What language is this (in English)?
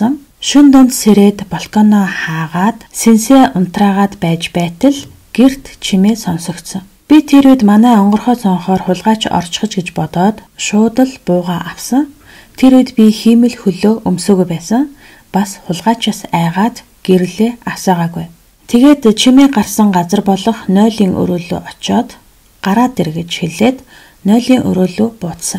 Mongolian